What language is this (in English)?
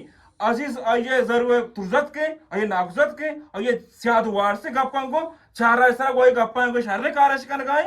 Eastern Balochi